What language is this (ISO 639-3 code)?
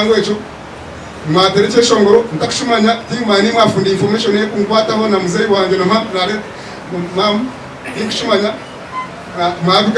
nyn